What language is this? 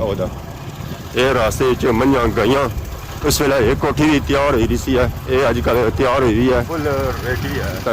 Pahari-Potwari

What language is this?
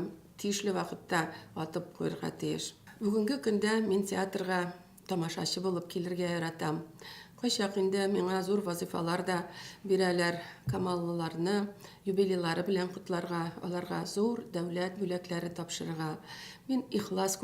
Tatar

